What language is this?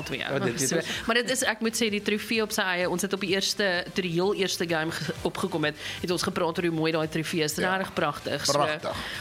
Afrikaans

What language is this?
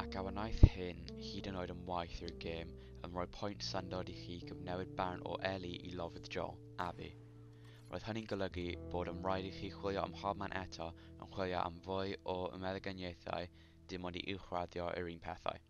Welsh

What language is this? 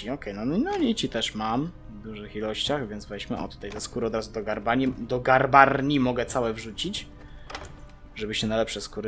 Polish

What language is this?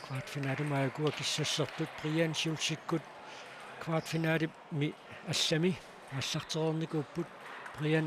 Kalaallisut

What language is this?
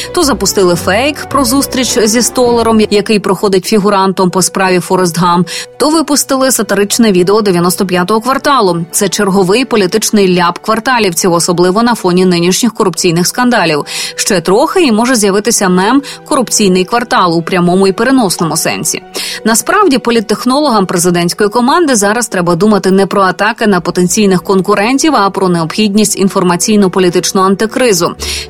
Ukrainian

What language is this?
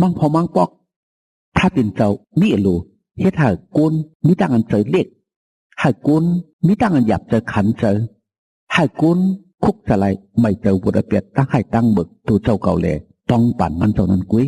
Shan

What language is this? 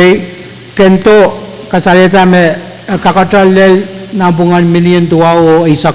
Pohnpeian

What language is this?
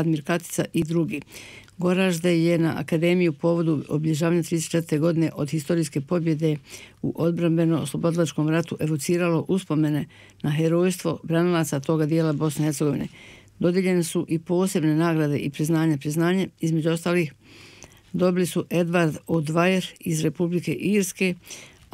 Bosnian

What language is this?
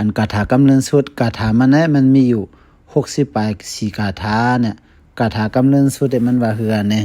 Shan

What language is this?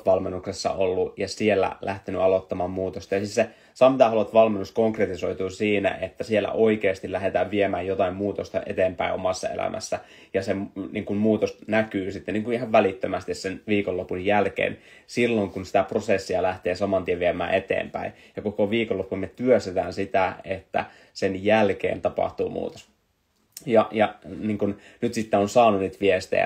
Finnish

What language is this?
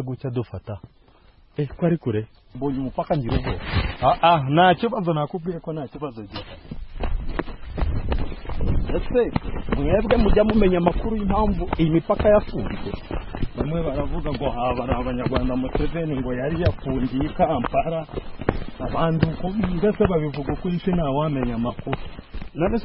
Kinyarwanda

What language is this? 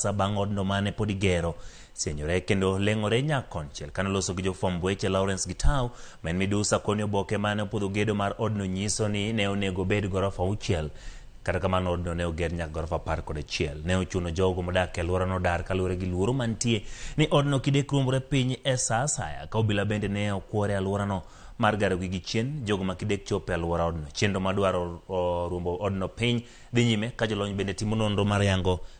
Luo (Kenya and Tanzania)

